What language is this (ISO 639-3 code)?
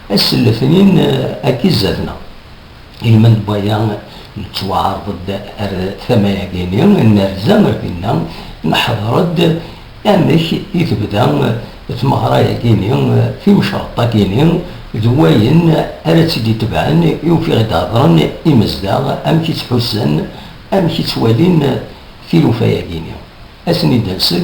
kab